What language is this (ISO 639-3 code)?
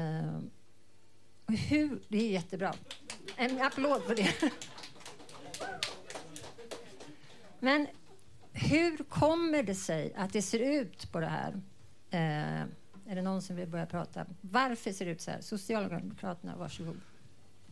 swe